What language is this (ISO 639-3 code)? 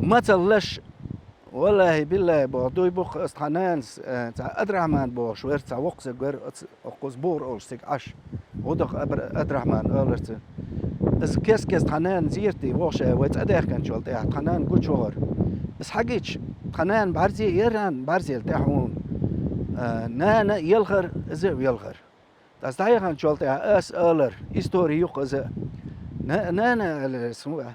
che